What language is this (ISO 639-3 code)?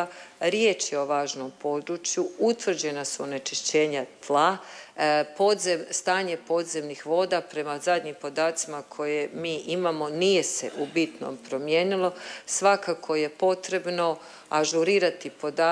hrv